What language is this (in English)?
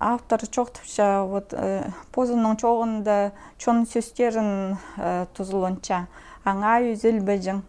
Khakas